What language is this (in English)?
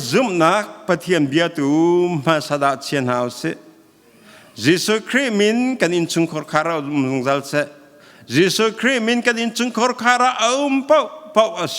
Hakha Chin